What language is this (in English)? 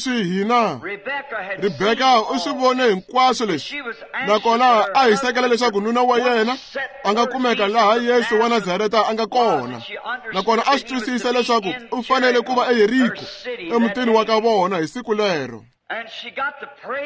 Tsonga